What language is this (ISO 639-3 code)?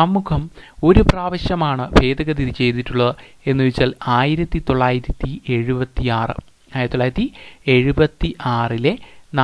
mal